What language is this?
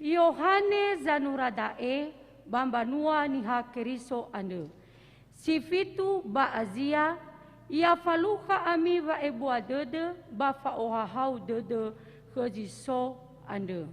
Nias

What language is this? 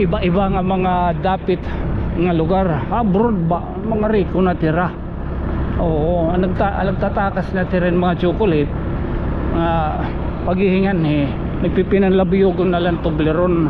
Waray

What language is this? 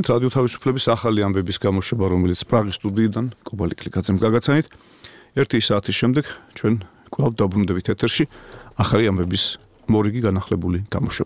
Georgian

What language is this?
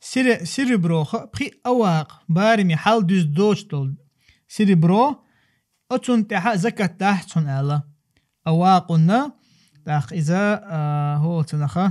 Chechen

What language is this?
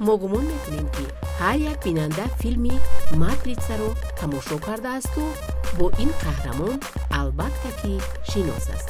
Tajik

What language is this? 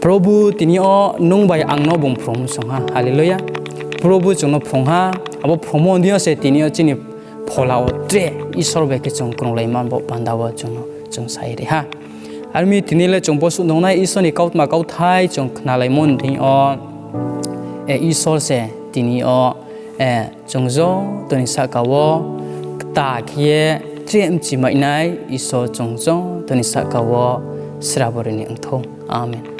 Riang (India)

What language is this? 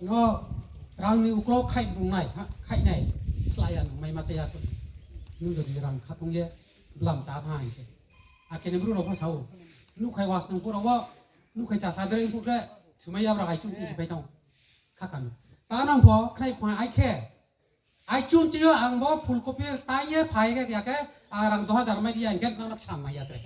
Riang (India)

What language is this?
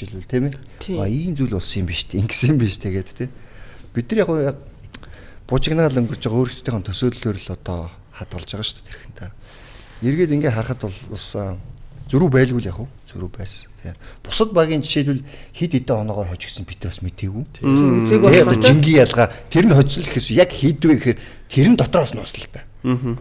Mongolian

